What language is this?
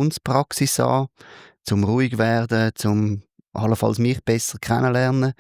Swiss German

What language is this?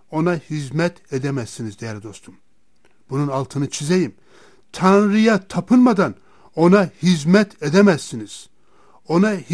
Turkish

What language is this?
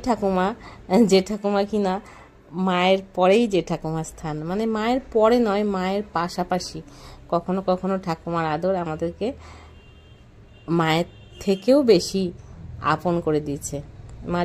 Bangla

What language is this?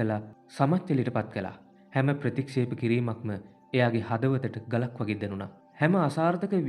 Sinhala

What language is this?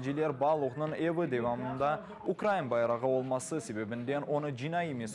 Crimean Tatar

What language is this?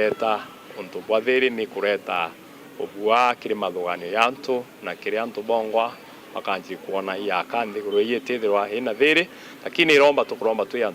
Meru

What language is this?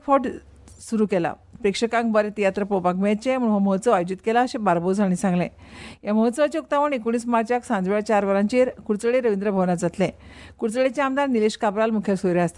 Konkani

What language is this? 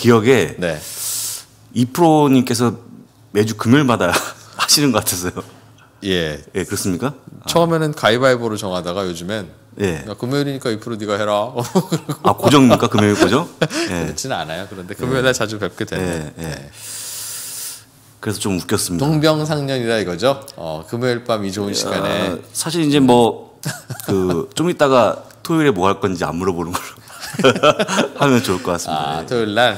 Korean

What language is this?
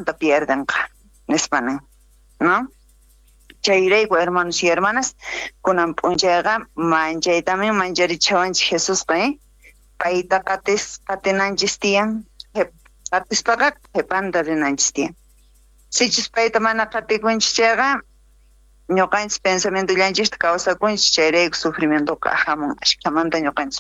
South Bolivian Quechua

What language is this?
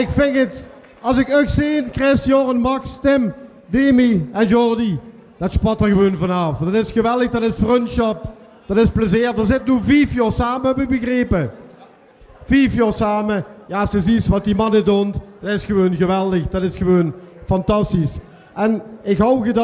Limburgish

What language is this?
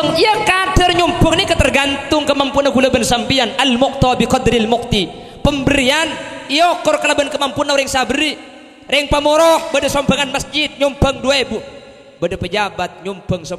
Madurese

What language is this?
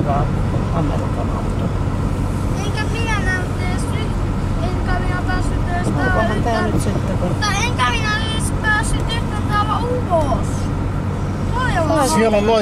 Finnish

